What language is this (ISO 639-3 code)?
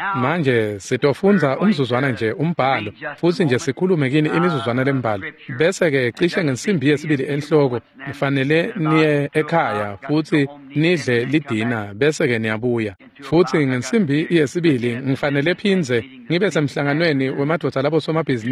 ssw